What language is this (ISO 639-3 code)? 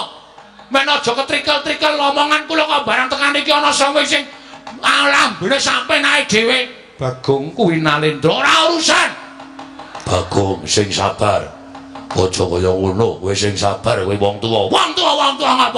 jav